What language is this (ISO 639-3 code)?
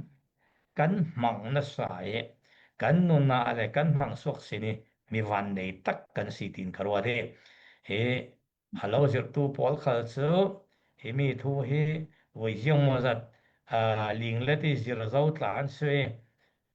cfm